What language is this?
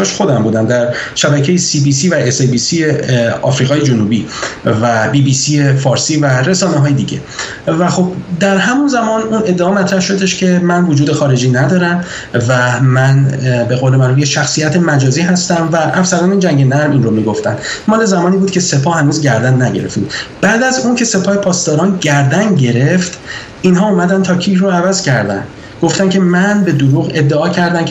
Persian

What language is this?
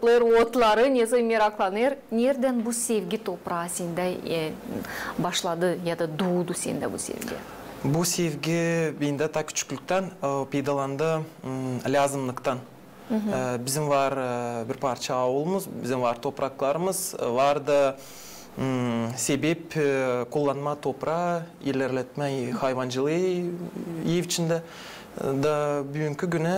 Gagauz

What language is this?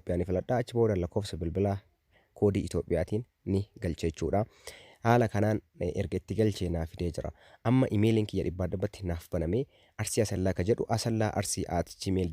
Oromo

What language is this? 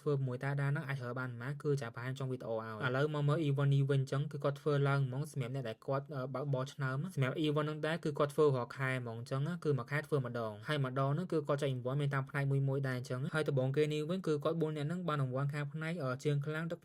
Khmer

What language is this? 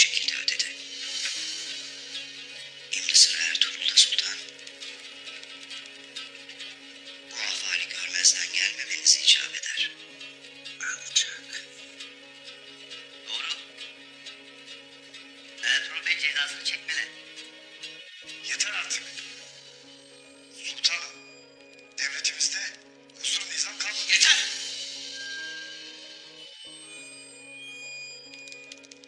Turkish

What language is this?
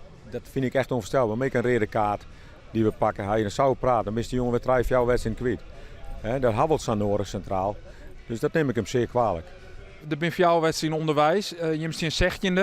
Western Frisian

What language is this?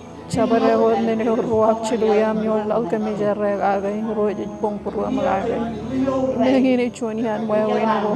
Marshallese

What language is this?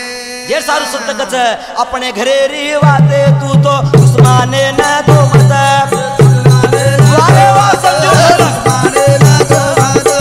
Lambadi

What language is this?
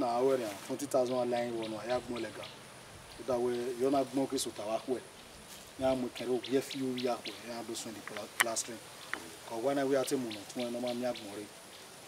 Bini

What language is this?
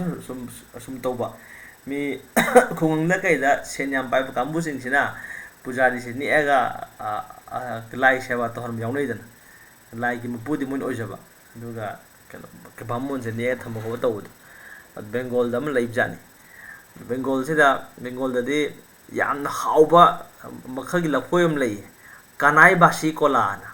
Manipuri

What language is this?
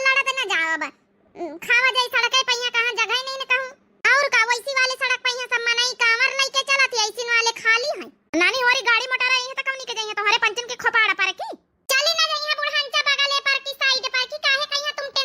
Awadhi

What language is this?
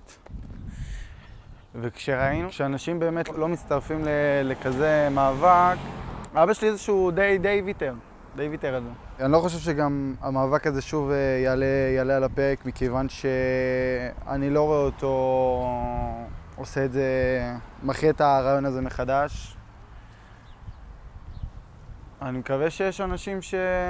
Hebrew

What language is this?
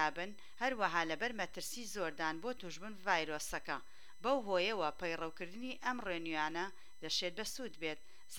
Central Kurdish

